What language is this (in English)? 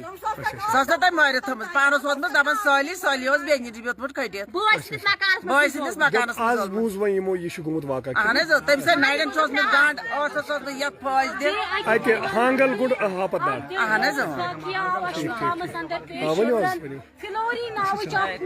Kashmiri